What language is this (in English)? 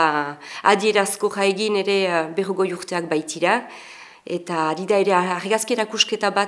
Basque